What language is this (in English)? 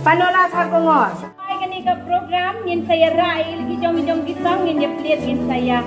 Khasi